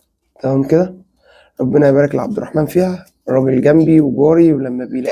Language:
Egyptian Arabic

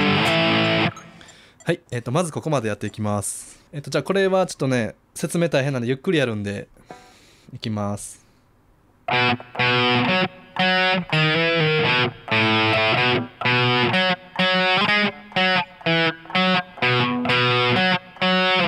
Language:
Japanese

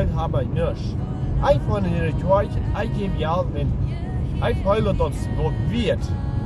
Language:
Plautdietsch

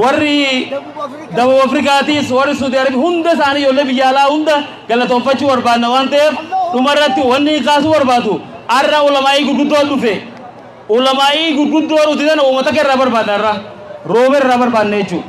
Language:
Oromo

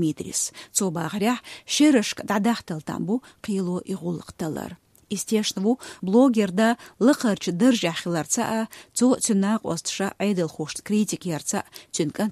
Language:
Chechen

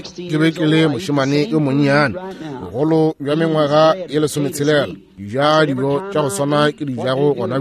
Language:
Northern Sotho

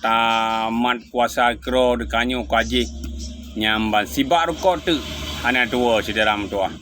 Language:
Achinese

